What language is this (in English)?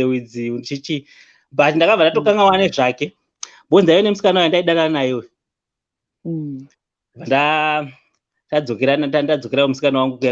Shona